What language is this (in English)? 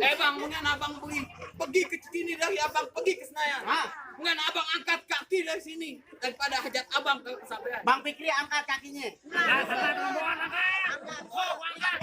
Betawi